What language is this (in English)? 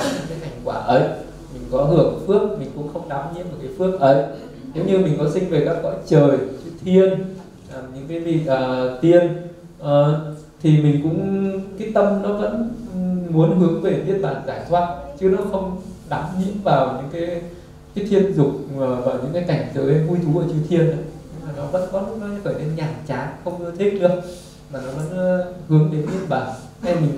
Vietnamese